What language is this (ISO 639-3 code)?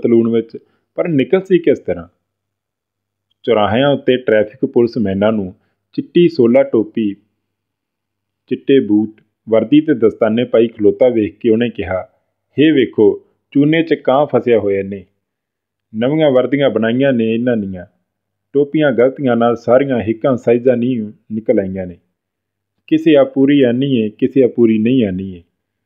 pan